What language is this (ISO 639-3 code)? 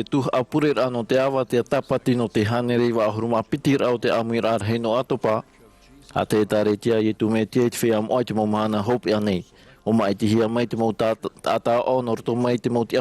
tah